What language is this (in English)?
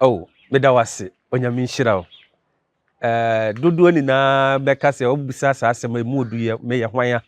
Akan